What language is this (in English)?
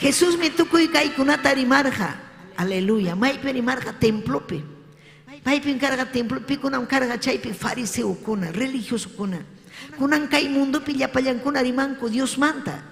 Ayacucho Quechua